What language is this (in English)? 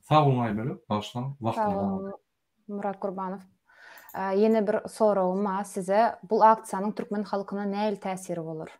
Turkmen